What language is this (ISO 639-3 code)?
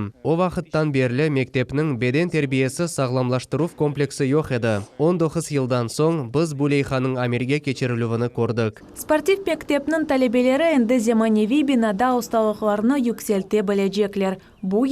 crh